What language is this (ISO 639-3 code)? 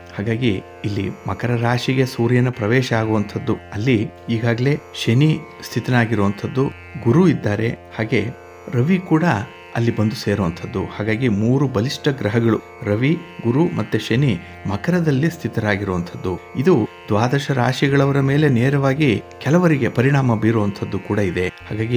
kan